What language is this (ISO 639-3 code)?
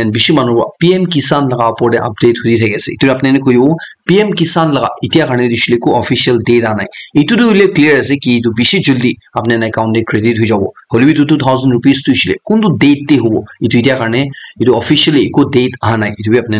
nag